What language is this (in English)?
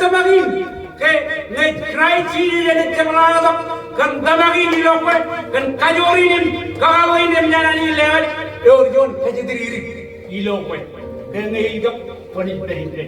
Marshallese